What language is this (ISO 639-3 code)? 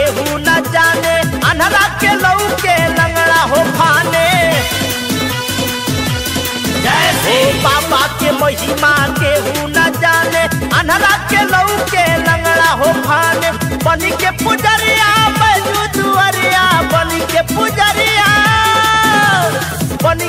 bho